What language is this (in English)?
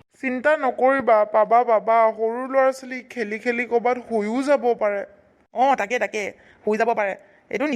Assamese